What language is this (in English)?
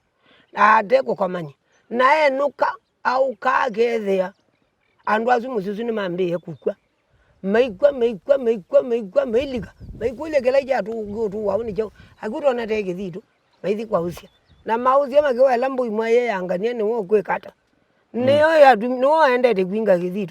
Kamba